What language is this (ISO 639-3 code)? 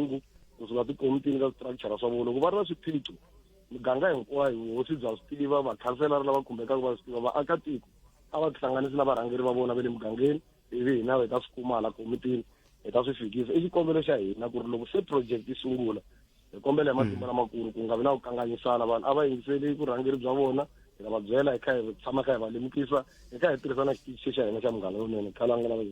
tso